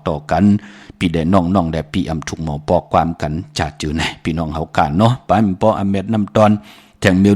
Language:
Shan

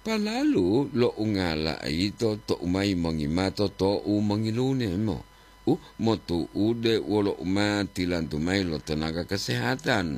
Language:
Gorontalo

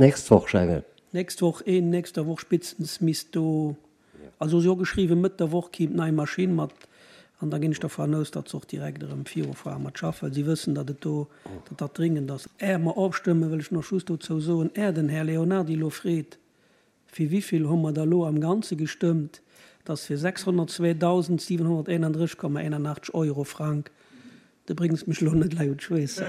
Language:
Luxembourgish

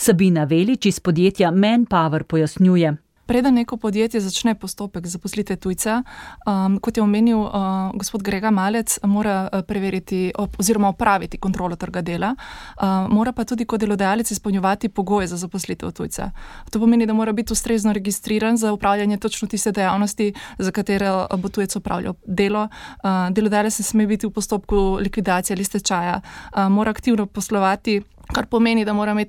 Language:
Slovenian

